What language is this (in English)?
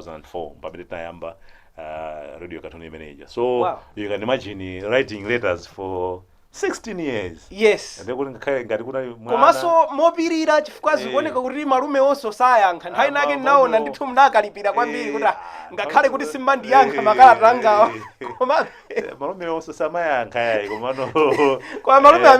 Nyanja